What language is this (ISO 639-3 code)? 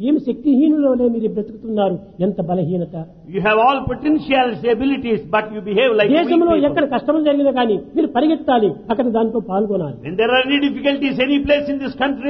tel